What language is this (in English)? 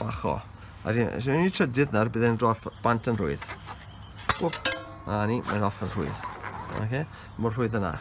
Welsh